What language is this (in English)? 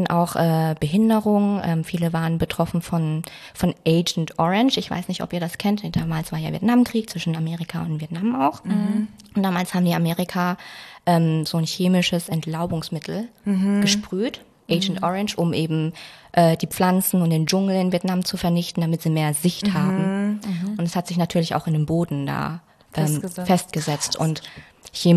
German